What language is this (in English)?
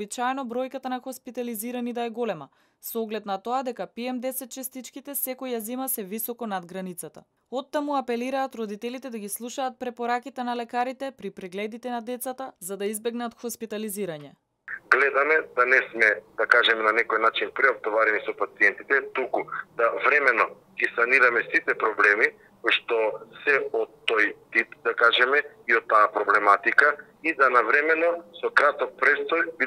Macedonian